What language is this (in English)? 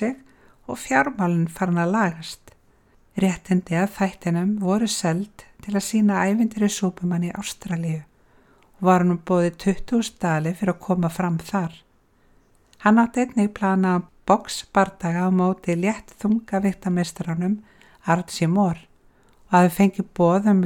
Icelandic